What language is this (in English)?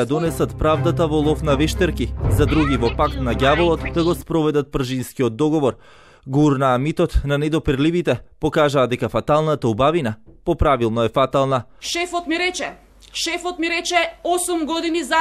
Macedonian